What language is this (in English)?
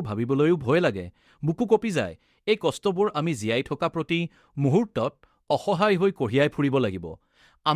Assamese